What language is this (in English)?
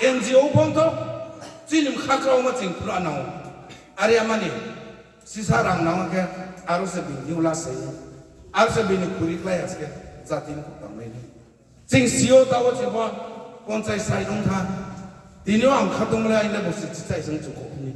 Riang (India)